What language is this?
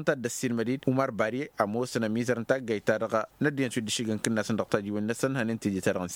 Tamasheq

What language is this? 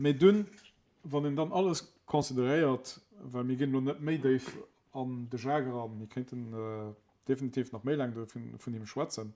Luxembourgish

